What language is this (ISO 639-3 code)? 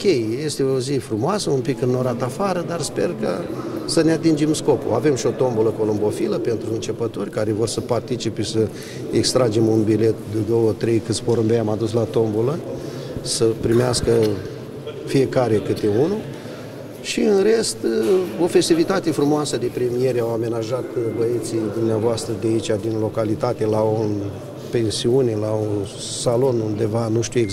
ron